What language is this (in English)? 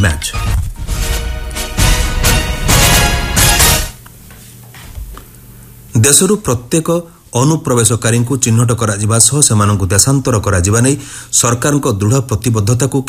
Odia